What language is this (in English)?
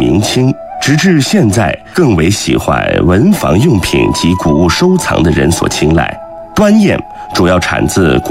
Chinese